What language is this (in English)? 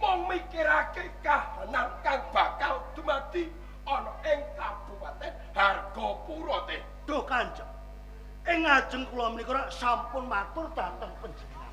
Javanese